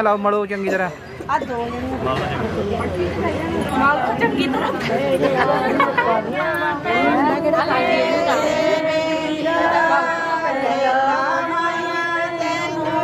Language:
Punjabi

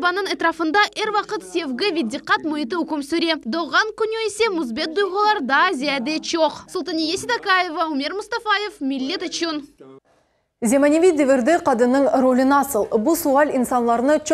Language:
Crimean Tatar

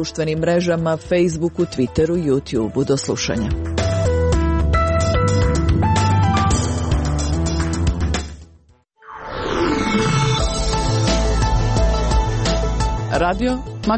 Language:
Croatian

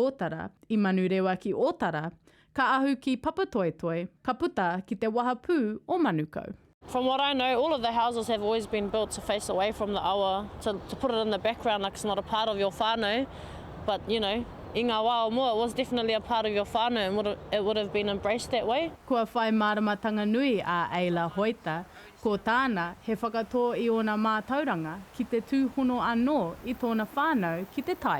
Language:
Māori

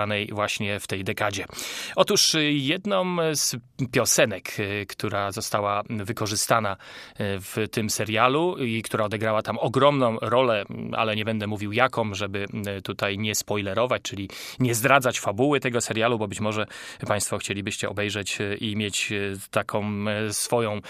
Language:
Polish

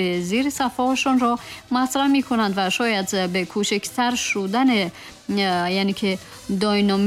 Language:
Tajik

